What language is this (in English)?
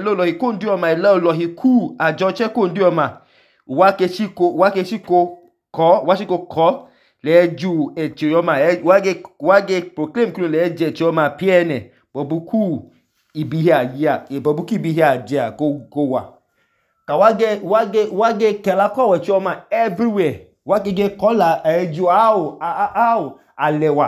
Idoma